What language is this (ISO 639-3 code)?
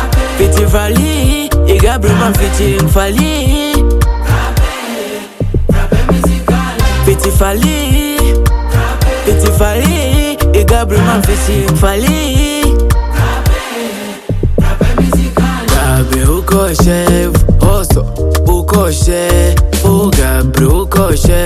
swa